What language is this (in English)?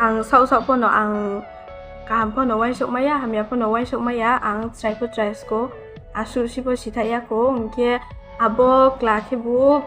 Riang (India)